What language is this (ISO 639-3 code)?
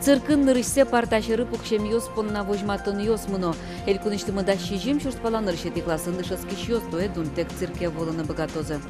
udm